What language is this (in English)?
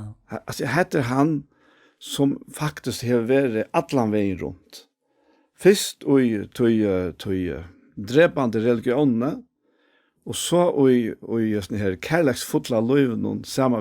Faroese